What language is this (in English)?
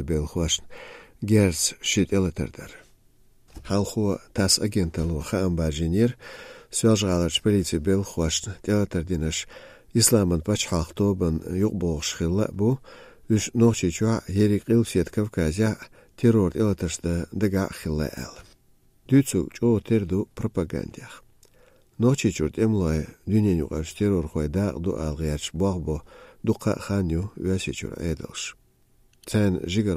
Chechen